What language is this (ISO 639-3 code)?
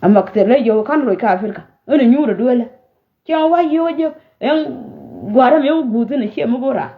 nus